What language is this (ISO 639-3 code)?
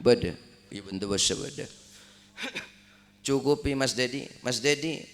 mad